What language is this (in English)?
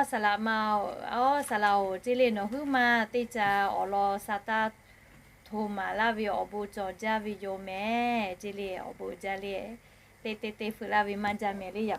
Lahu